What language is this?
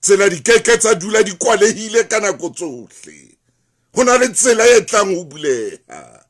Southern Sotho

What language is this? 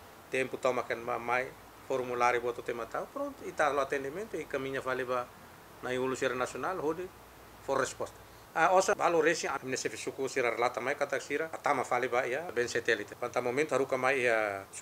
Tetum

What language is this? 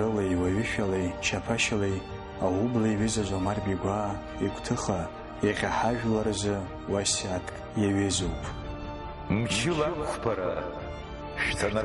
Abkhazian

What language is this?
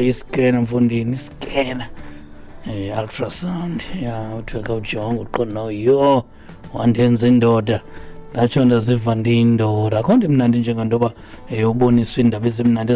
Xhosa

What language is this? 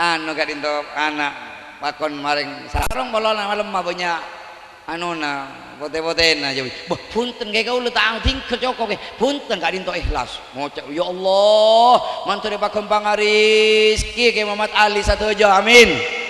Madurese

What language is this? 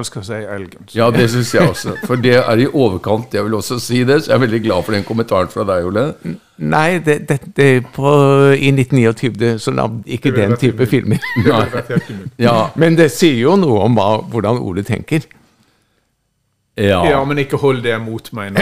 Norwegian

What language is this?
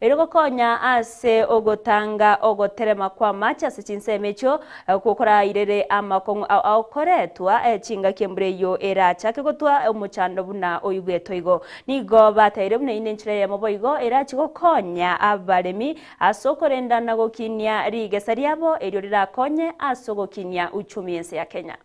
Gusii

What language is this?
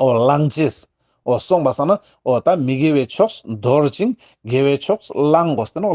Ladakhi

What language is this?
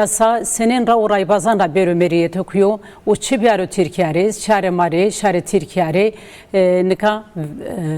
Zaza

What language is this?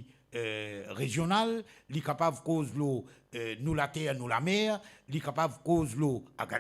Morisyen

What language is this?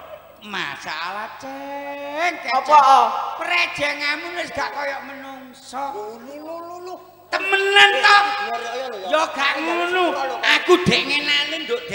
Javanese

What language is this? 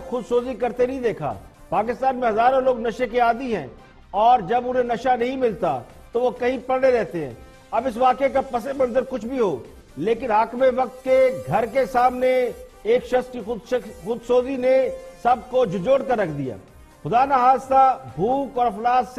Urdu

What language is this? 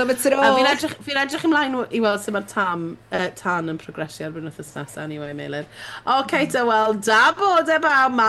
Welsh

